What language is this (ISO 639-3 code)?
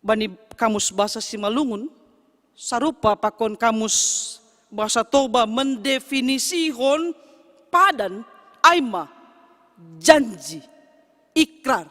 bts